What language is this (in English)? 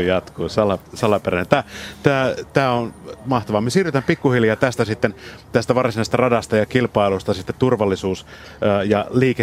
Finnish